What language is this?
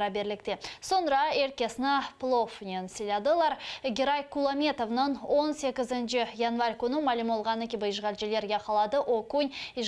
Crimean Tatar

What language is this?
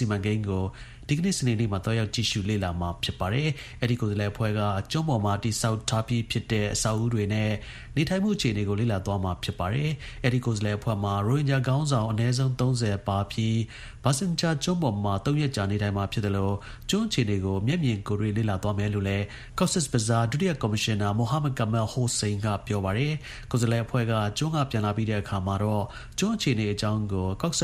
Burmese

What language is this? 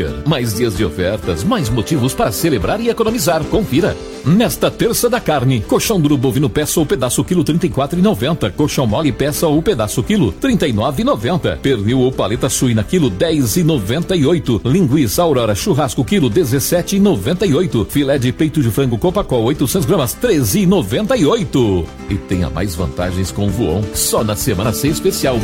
Portuguese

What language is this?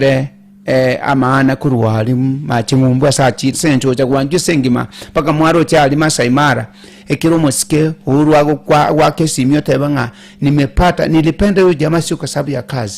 Gusii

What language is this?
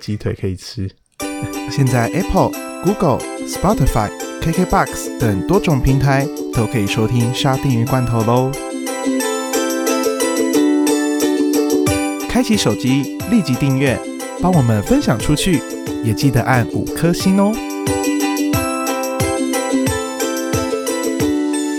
Chinese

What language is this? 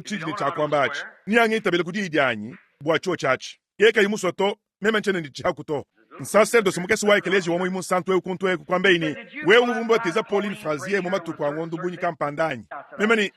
Luba-Lulua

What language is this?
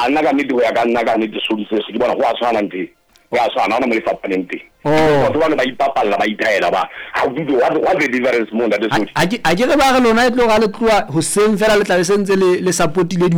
Southern Sotho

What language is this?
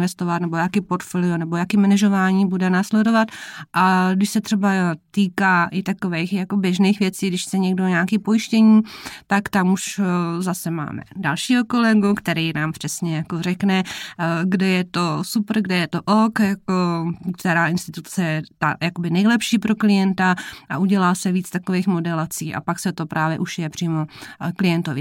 Czech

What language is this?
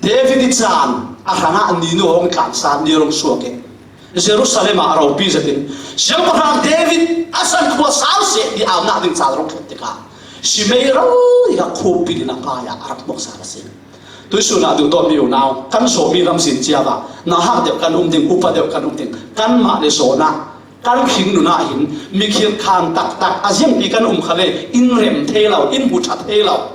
Falam Chin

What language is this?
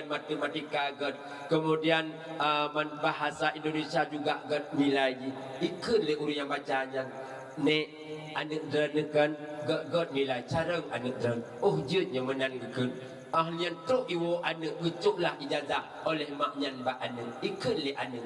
Achinese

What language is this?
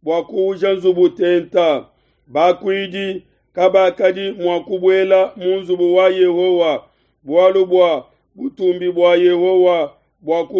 Luba-Lulua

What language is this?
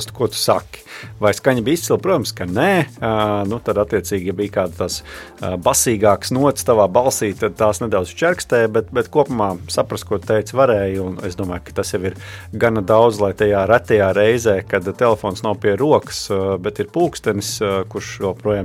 Latvian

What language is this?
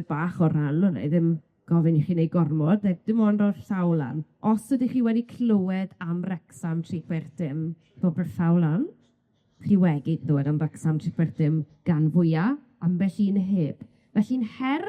Welsh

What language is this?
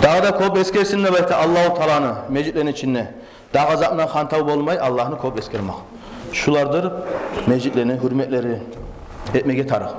Kumyk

